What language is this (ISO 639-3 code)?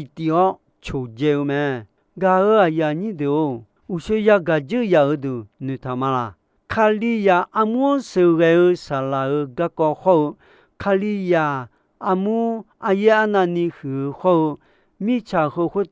ahk